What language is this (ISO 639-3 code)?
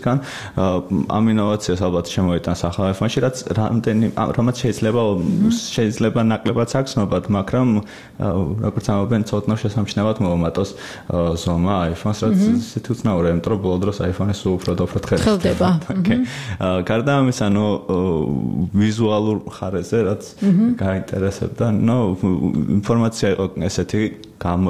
kat